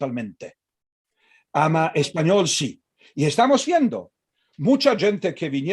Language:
Ladino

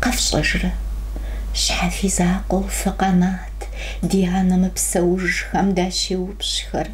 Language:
Kabardian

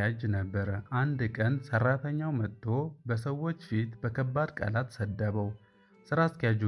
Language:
Amharic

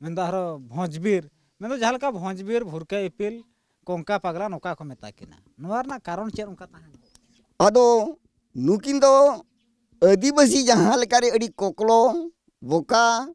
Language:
Santali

